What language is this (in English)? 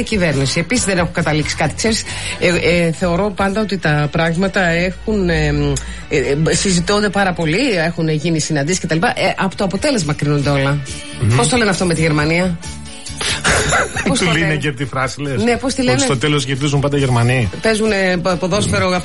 Greek